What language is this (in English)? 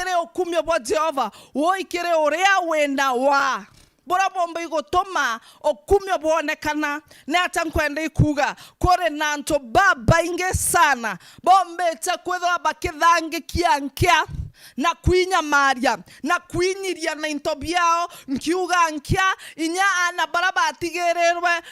Meru